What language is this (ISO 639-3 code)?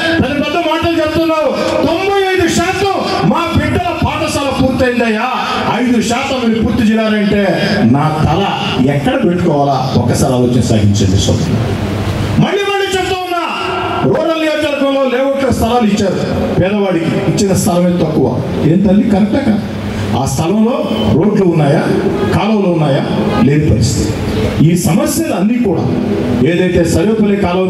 tel